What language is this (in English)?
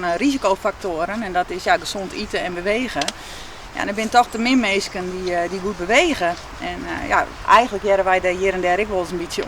Western Frisian